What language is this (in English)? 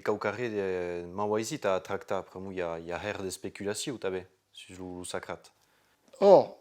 Occitan